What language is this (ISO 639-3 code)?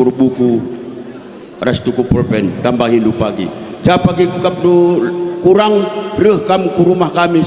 btx